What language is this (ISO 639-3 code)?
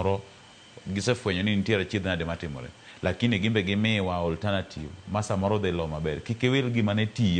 luo